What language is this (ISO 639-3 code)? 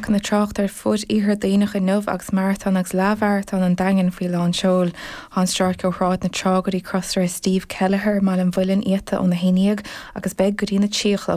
gle